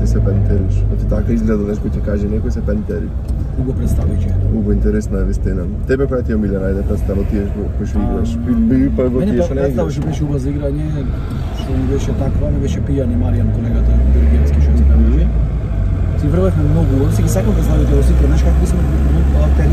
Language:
Macedonian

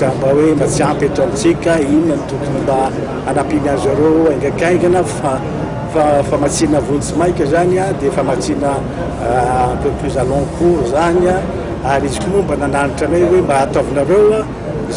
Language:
Malagasy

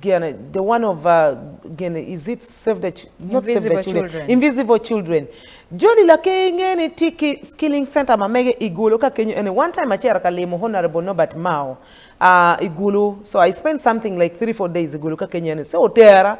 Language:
Acoli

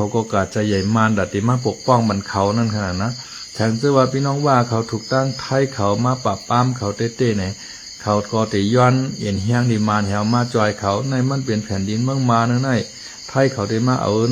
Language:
Shan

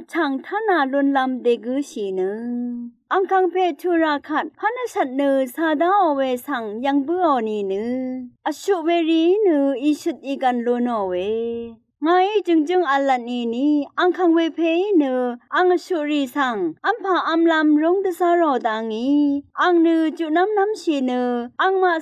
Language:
Rawang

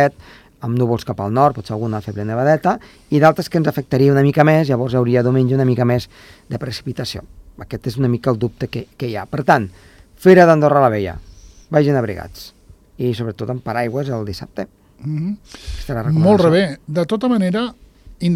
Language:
Catalan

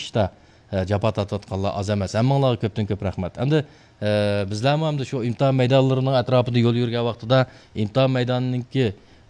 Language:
Uyghur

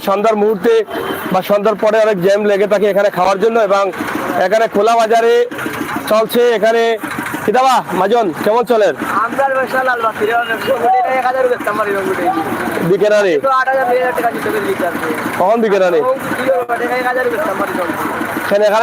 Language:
Sylheti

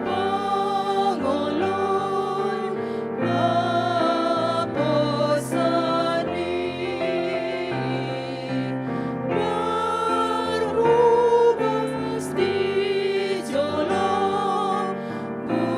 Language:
Batak Toba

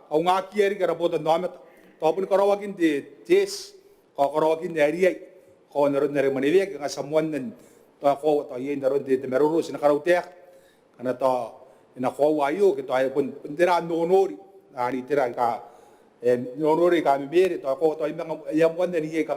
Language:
Gilbertese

